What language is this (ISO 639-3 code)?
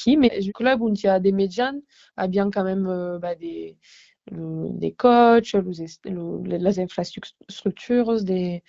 oci